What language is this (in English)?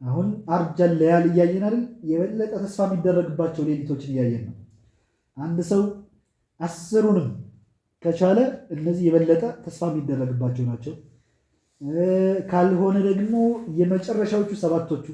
Amharic